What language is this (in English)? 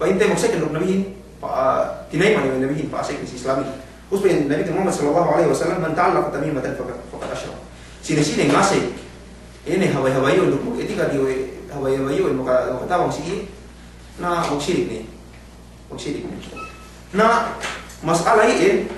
Yakan